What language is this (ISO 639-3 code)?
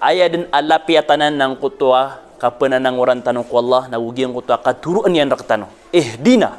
mrw